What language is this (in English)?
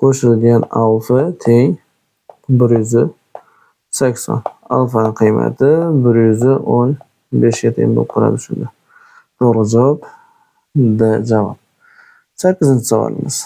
Uzbek